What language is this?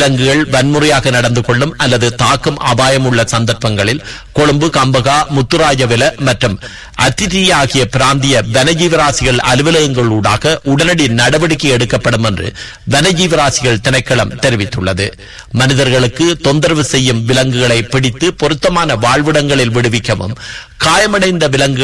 Tamil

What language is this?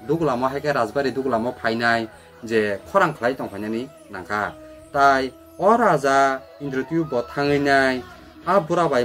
Kok Borok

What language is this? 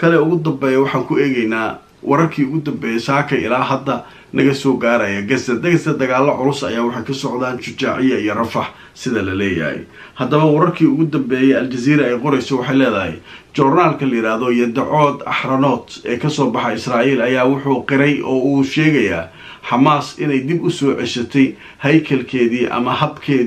Somali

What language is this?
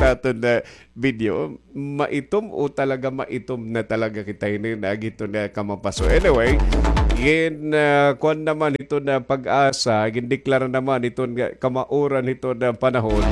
Waray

